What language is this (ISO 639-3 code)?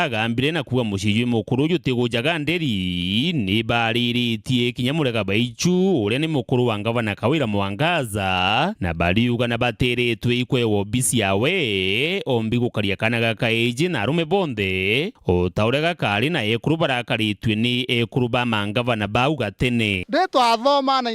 mer